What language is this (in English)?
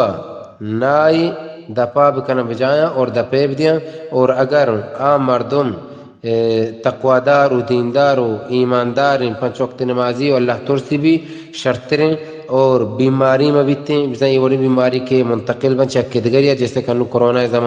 Baluchi